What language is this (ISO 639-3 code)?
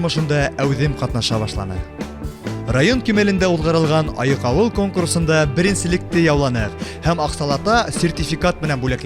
bak